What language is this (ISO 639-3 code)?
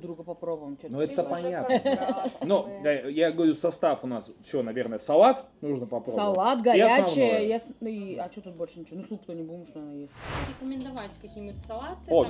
rus